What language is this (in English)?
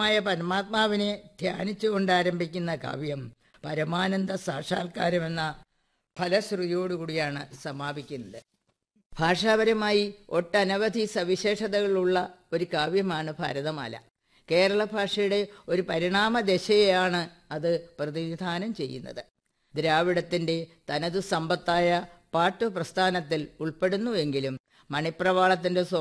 Malayalam